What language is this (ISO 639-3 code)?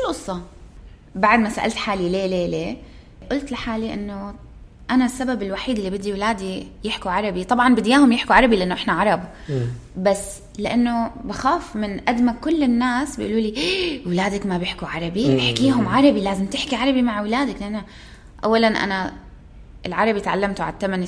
apc